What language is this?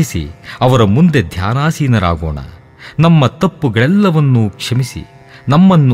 Kannada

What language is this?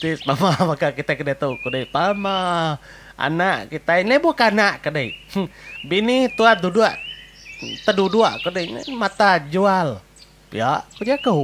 Iban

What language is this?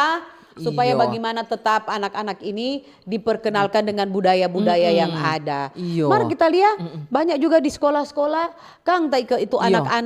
Manado Malay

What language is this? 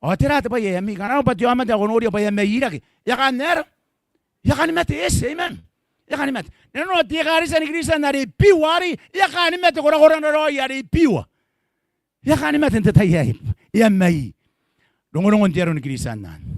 Gilbertese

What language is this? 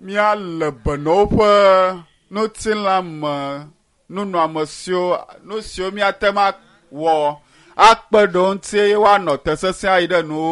Ewe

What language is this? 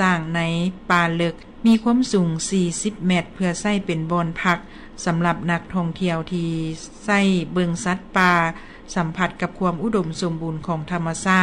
Lao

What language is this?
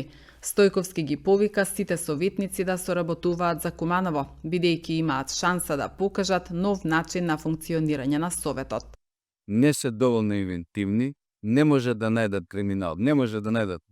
Macedonian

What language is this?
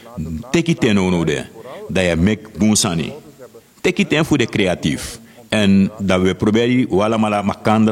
Sranan Tongo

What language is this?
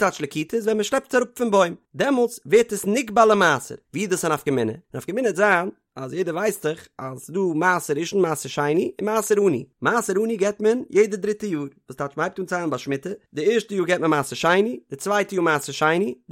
Yiddish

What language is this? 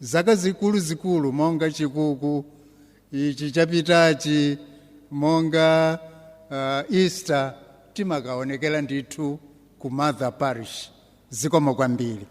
Nyanja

